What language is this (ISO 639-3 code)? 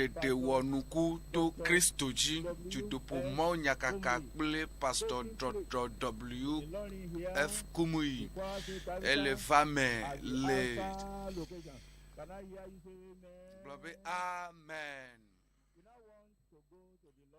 ewe